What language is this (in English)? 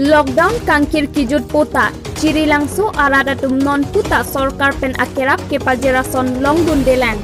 Karbi